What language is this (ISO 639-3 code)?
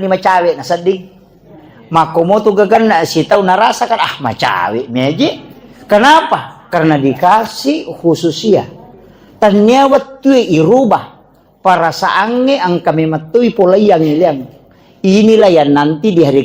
bug